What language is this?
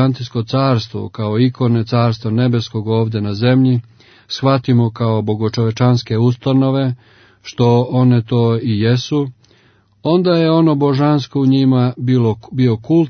Serbian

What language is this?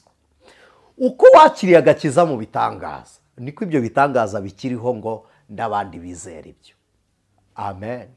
Kinyarwanda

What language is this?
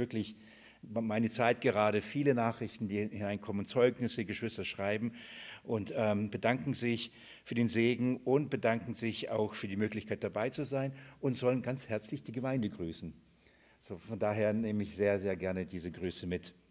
German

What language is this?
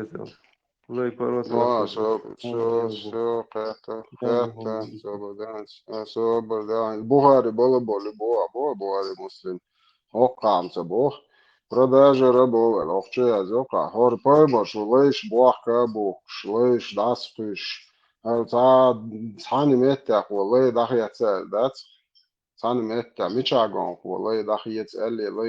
Chechen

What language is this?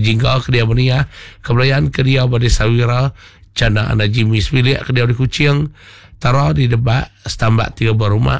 Iban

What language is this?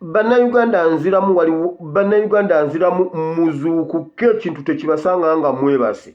Ganda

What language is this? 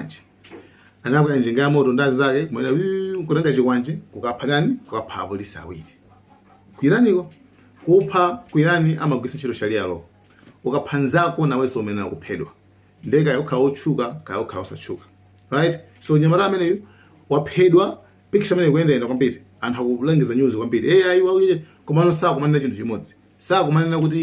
Nyanja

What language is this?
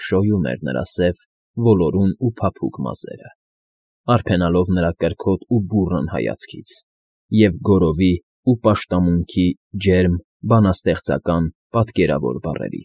Armenian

